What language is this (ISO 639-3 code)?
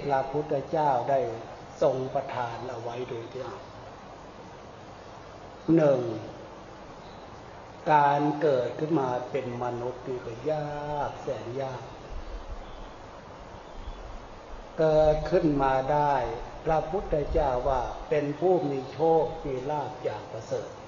tha